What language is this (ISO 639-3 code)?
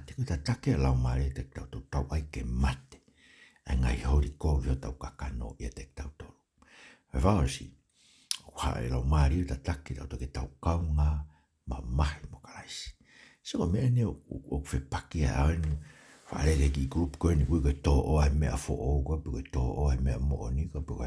ton